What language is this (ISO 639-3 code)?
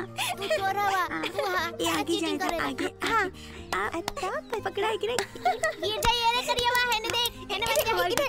bho